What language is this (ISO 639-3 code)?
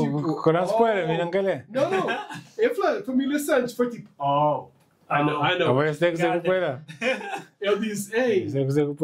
kea